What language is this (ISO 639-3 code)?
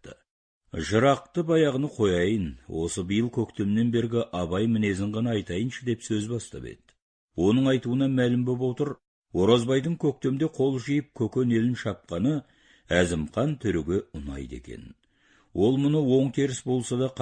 kaz